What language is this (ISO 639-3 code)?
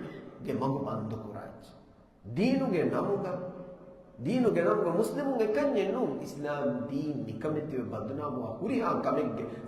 div